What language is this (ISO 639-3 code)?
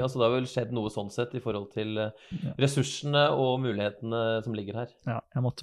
nor